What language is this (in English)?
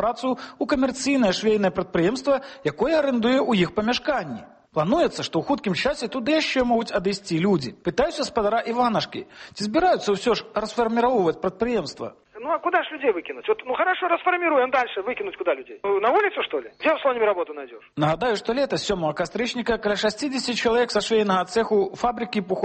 Belarusian